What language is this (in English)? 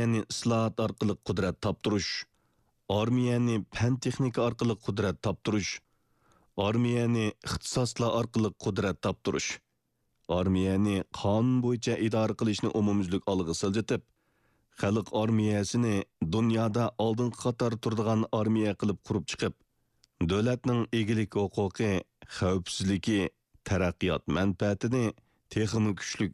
Uyghur